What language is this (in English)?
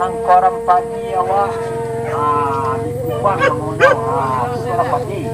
Minangkabau